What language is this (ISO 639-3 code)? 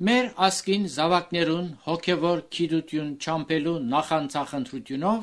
hye